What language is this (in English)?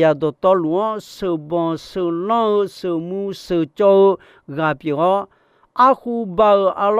Akha